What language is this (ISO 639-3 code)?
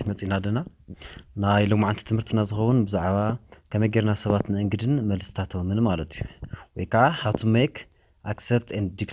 tir